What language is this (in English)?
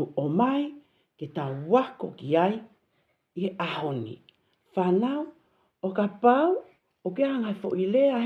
Tongan